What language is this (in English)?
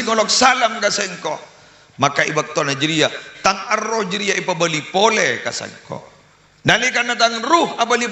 Madurese